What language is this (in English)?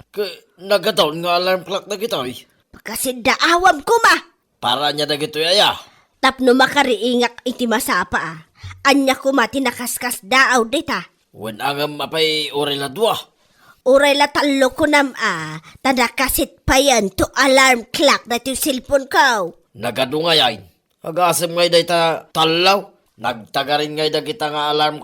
Iloko